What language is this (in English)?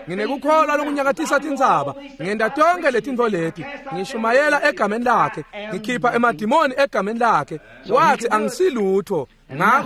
Swati